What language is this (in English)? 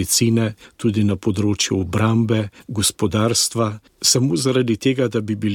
Slovenian